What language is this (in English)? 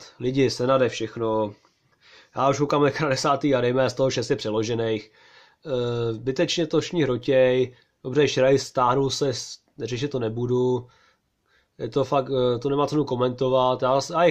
Czech